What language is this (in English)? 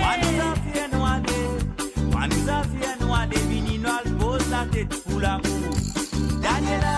Morisyen